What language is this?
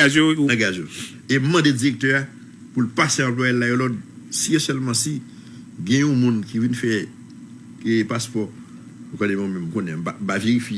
Haitian Creole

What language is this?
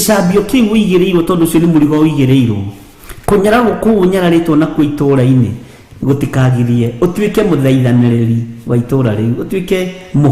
Kikuyu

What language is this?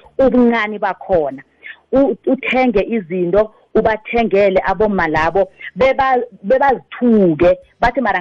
South Ndebele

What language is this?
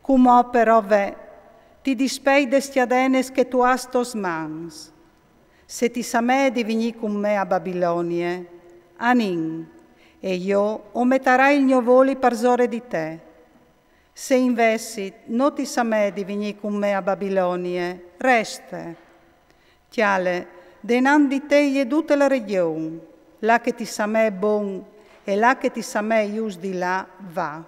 Friulian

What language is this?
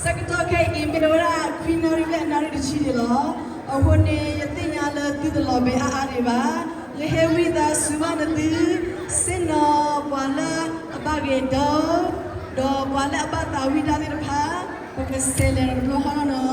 S'gaw Karen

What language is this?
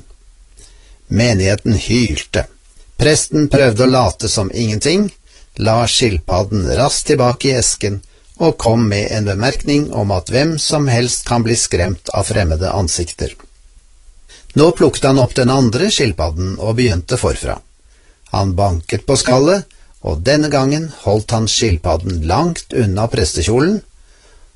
Norwegian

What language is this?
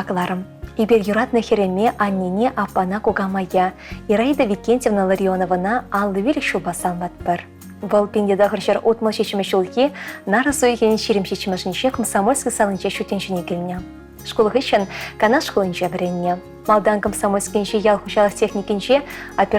Chuvash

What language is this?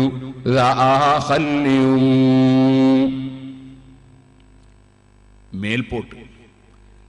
Malayalam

